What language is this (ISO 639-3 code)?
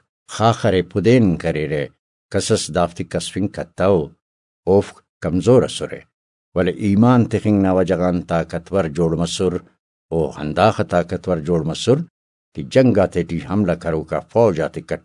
brh